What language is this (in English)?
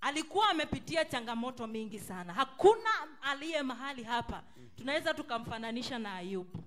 Swahili